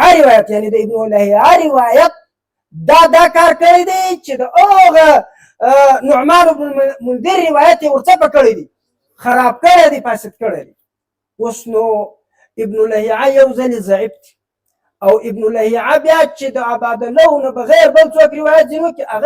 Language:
Pashto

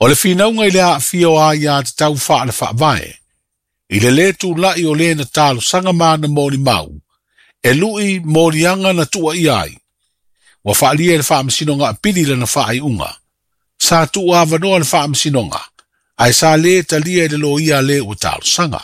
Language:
Samoan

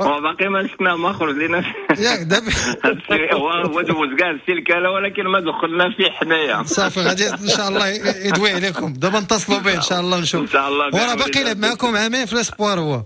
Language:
Moroccan Arabic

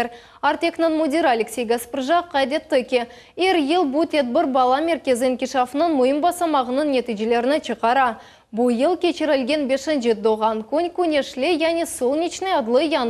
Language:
Crimean Tatar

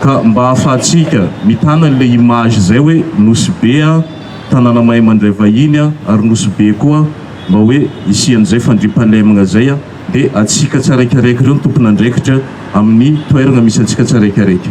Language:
Malagasy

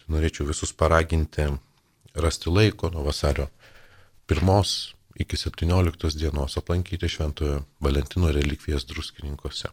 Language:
Lithuanian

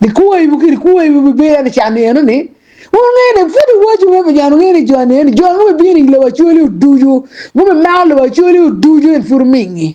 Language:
Acoli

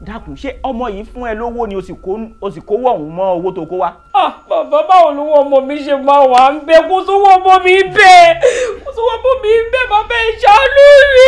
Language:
Yoruba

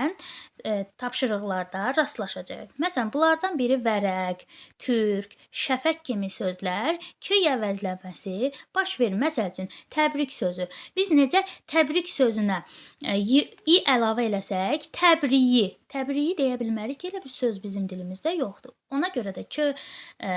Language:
Azerbaijani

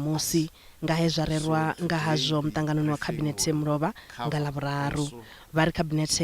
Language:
Venda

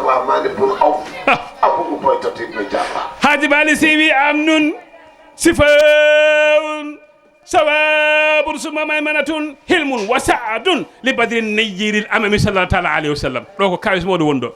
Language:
Fula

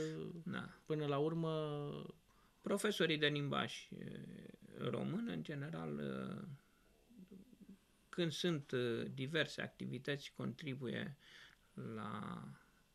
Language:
Romanian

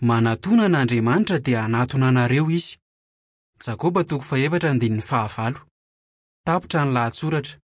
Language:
Malagasy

